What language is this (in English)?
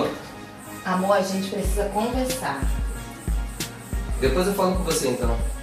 Portuguese